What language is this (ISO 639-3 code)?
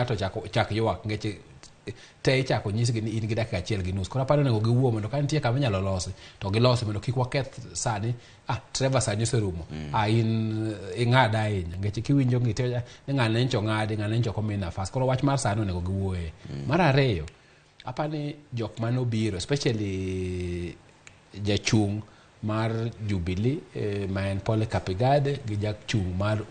luo